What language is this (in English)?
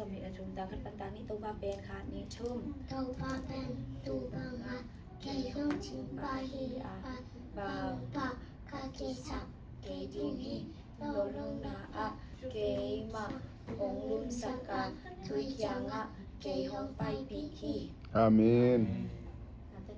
Tedim Chin